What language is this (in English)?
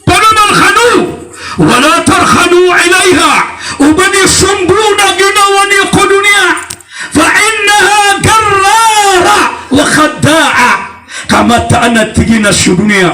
Maranao